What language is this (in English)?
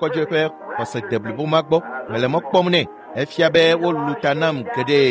Ewe